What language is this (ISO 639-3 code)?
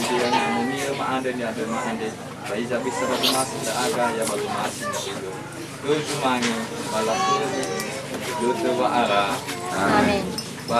nia